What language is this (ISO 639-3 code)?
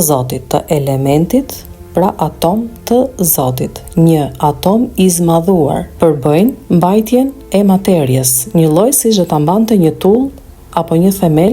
sqi